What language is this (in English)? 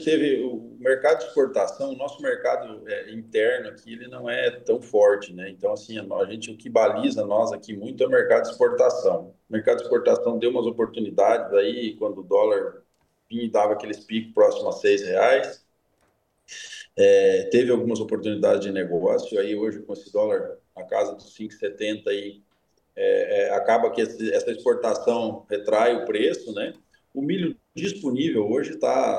Portuguese